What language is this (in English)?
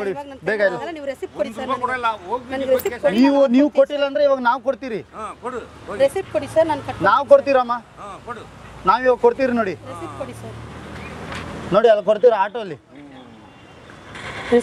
Kannada